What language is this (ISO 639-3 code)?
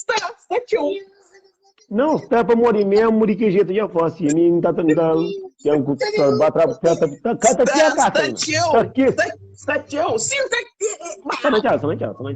kea